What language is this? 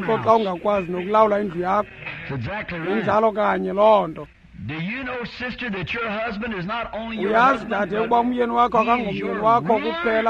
Xhosa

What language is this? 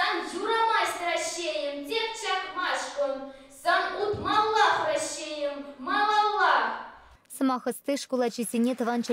Chuvash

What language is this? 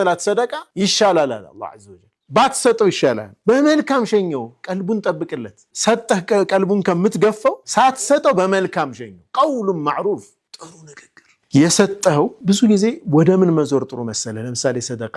Amharic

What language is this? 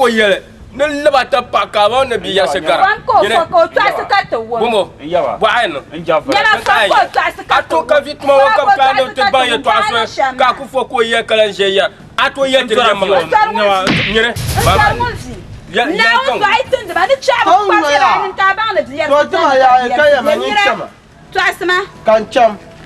Dagbani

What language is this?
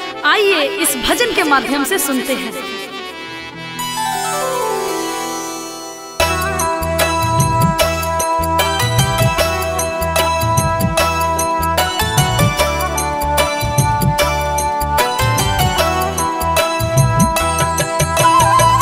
Hindi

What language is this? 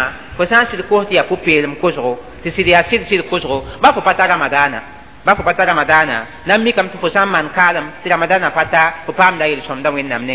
Mossi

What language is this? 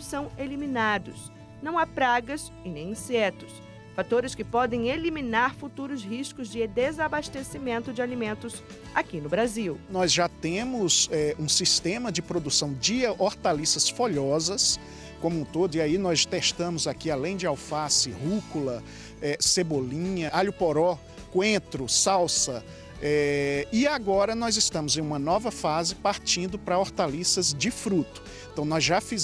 Portuguese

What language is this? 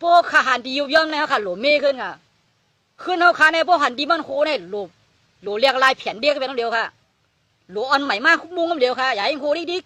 Shan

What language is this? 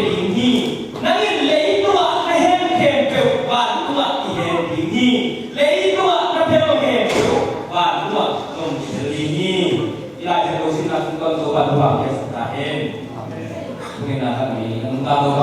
Tedim Chin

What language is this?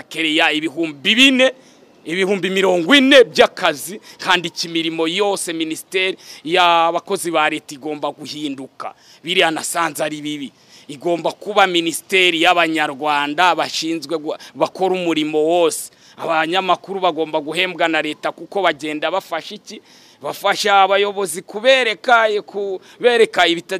Kinyarwanda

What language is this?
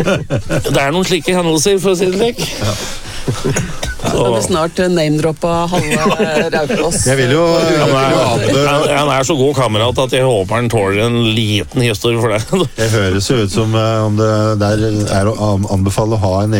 Norwegian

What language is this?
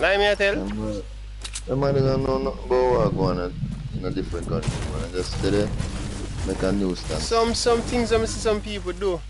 Jamaican Creole English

